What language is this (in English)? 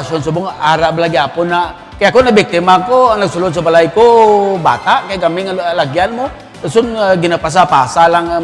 Hiligaynon